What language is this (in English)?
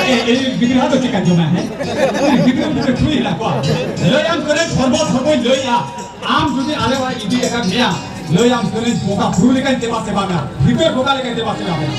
Santali